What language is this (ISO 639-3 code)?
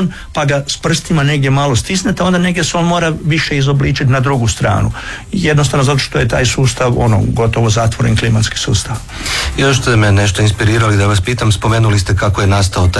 hrv